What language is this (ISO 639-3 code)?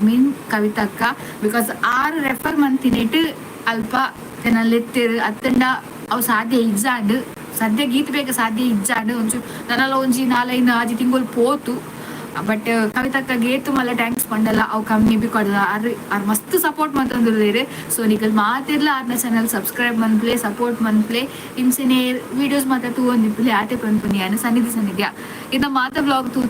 tcy